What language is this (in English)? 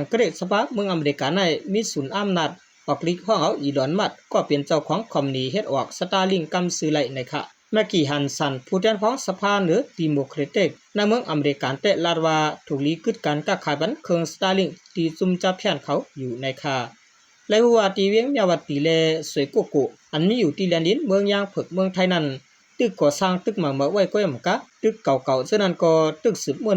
Shan